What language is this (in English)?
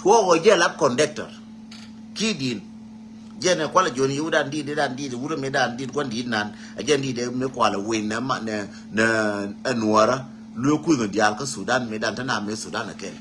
Nuer